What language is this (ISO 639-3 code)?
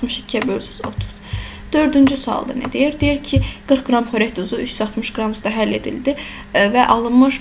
aze